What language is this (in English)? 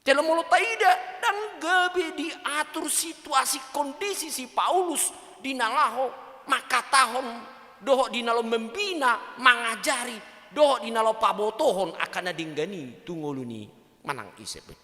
Batak Toba